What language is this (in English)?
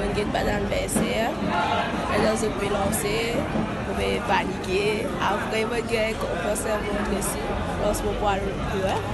Morisyen